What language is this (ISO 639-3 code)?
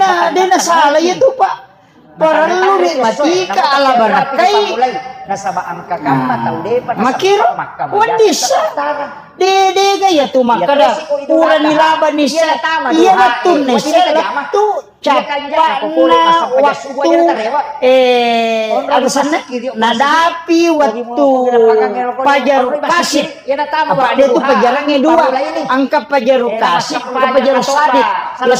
bug